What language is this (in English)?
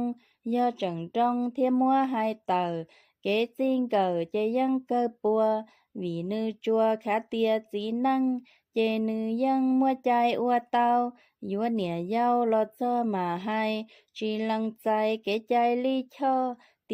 Hmong